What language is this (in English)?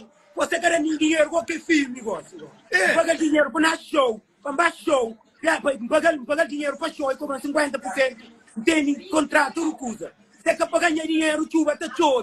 Kabuverdianu